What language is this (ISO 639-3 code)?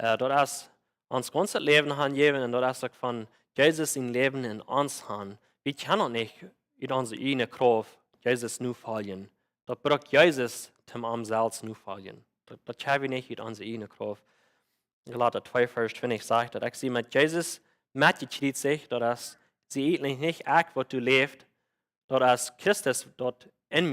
pdt